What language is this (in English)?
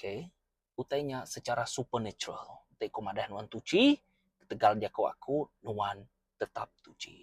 Iban